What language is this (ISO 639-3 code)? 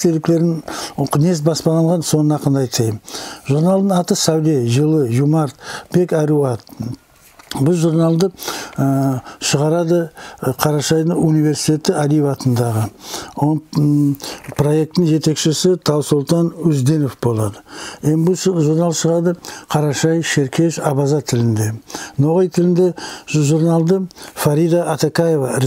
nog